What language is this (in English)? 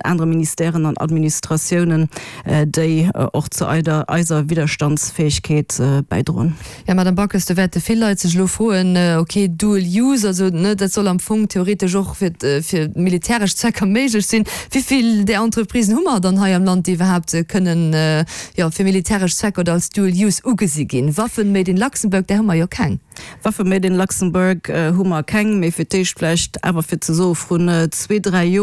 Luxembourgish